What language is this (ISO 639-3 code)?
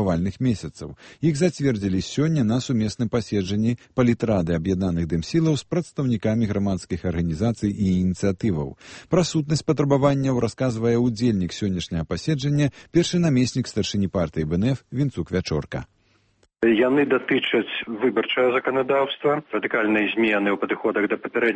bel